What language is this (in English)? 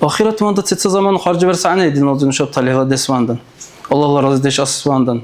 Dargwa